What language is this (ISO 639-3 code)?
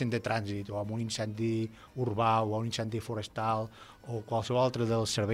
cat